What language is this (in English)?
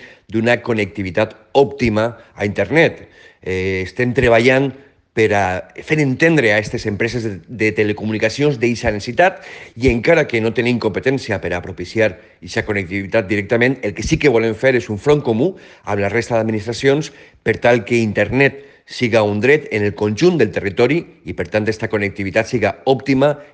Catalan